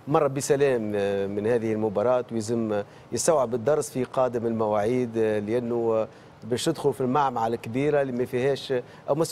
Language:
Tunisian Arabic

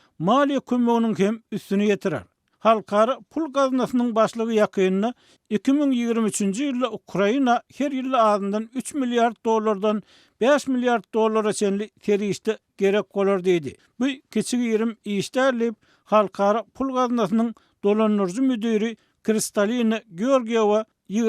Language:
Turkmen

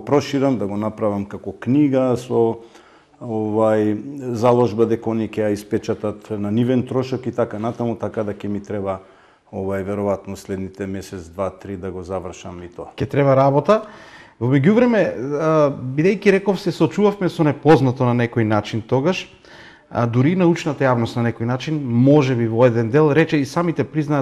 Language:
Macedonian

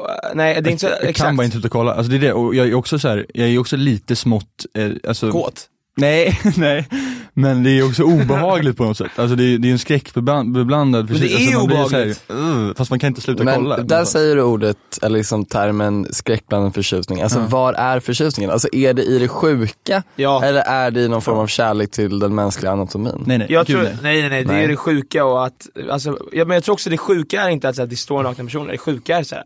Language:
Swedish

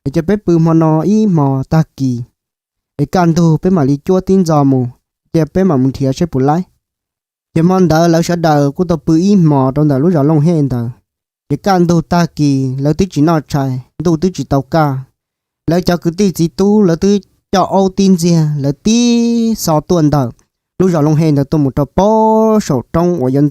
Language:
Hmong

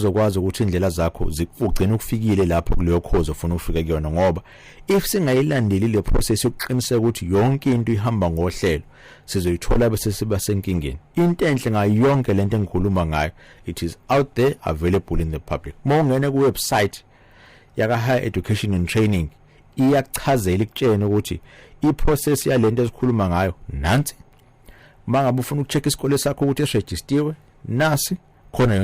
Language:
Zulu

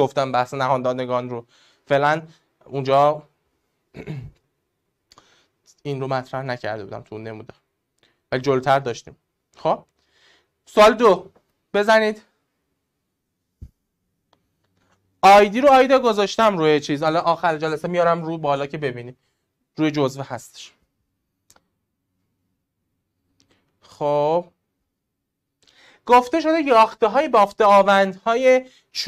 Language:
Persian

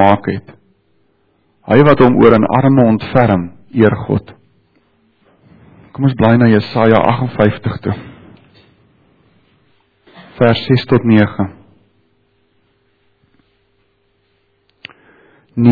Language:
Afrikaans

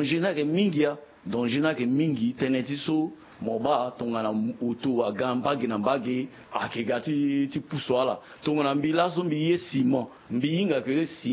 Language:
Sango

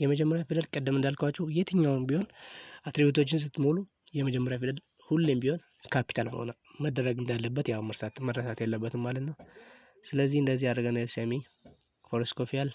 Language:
Amharic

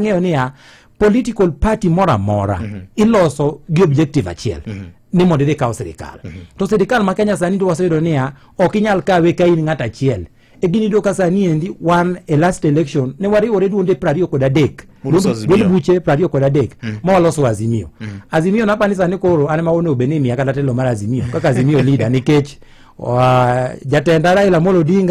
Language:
Luo (Kenya and Tanzania)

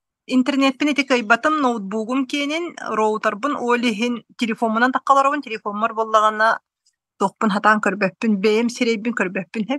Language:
Yakut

